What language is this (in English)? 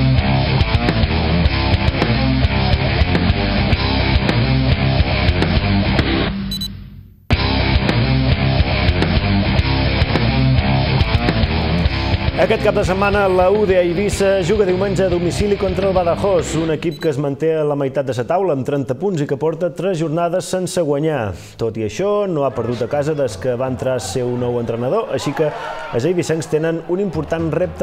Catalan